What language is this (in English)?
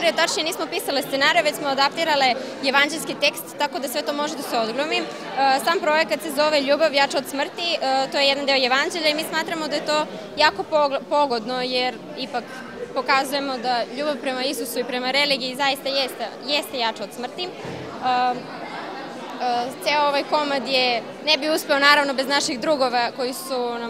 Serbian